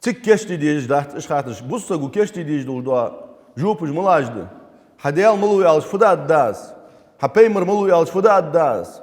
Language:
Ingush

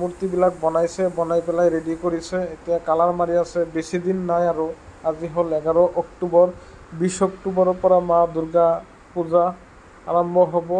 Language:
Assamese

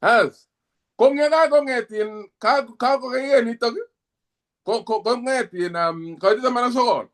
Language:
Kalenjin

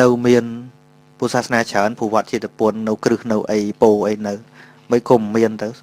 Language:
Khmer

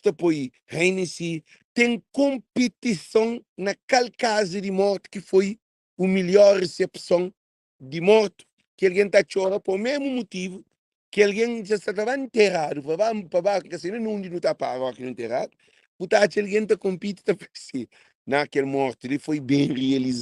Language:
Kabuverdianu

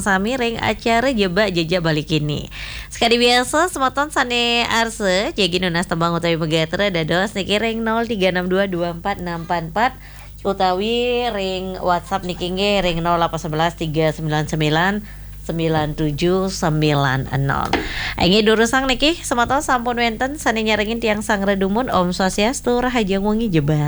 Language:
Balinese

